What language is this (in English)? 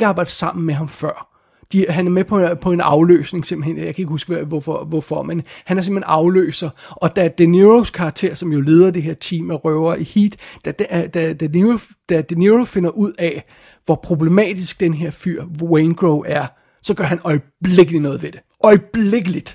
Danish